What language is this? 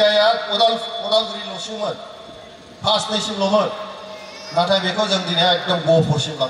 Bodo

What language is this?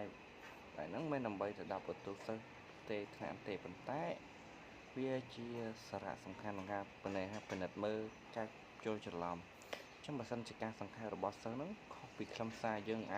Khmer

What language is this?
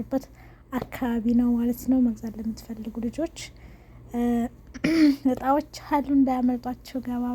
Amharic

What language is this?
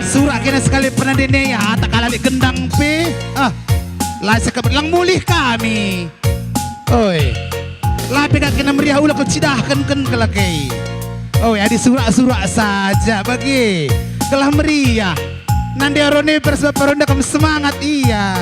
Batak Karo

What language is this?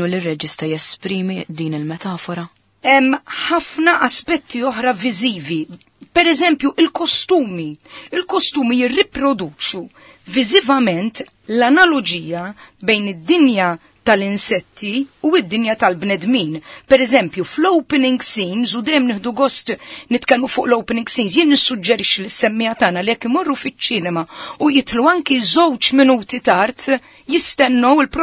Maltese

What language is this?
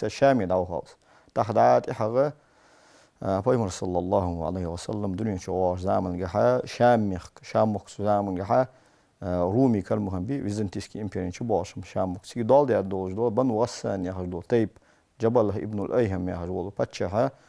Ingush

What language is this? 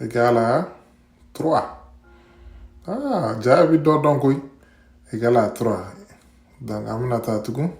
Bambara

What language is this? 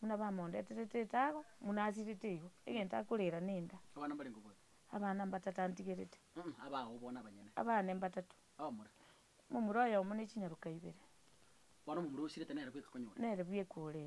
Gusii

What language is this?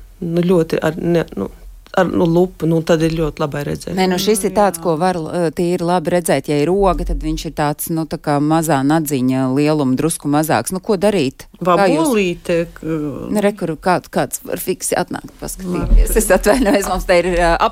Latvian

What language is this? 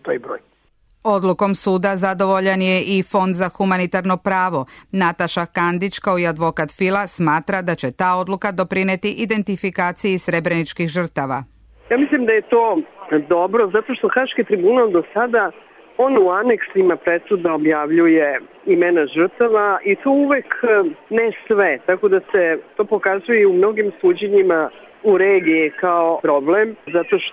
Serbian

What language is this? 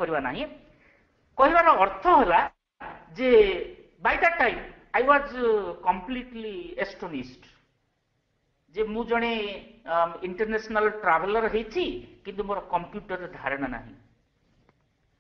Odia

